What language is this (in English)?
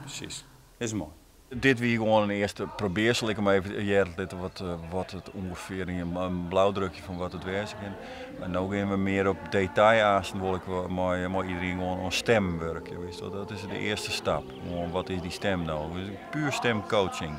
Western Frisian